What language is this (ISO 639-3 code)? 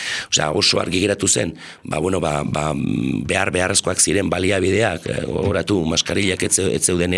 eus